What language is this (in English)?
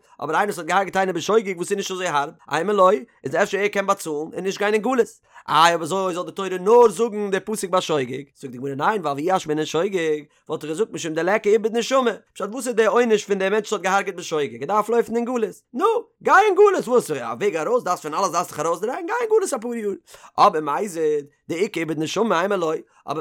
Yiddish